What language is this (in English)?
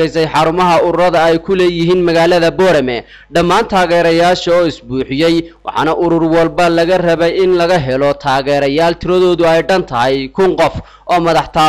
Somali